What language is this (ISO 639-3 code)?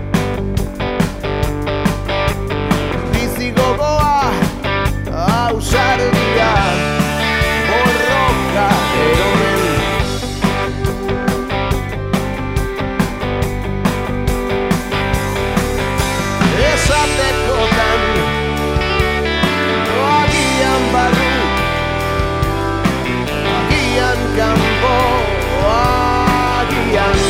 eus